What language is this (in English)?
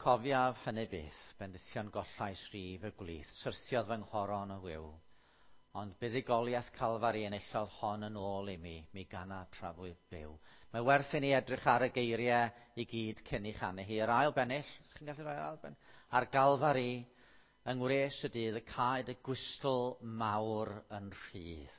Welsh